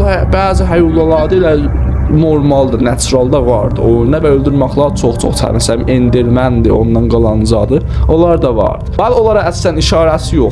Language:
South Azerbaijani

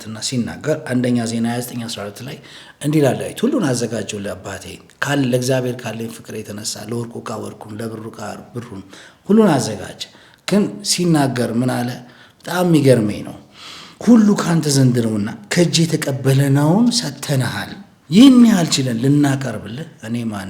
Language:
Amharic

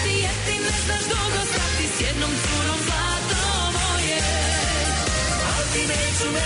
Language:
Croatian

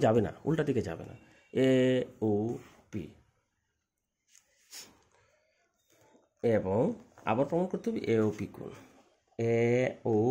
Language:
Bangla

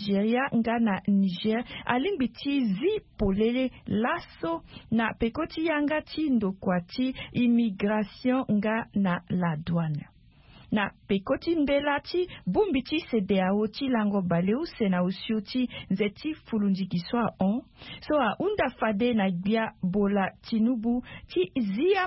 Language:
Sango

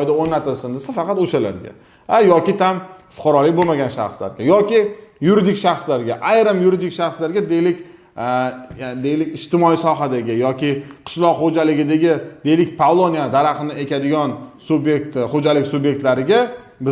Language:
Uzbek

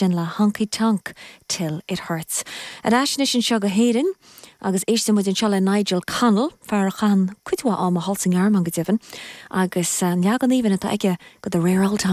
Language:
Irish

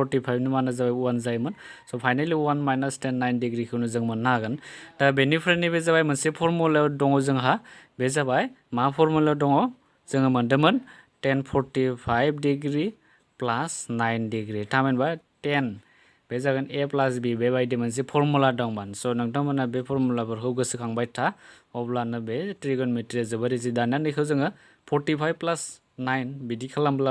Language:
Bodo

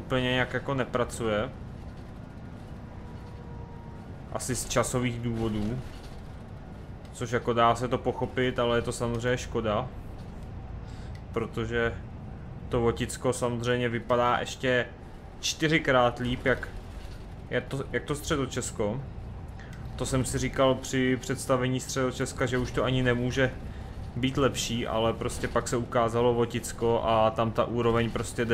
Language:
Czech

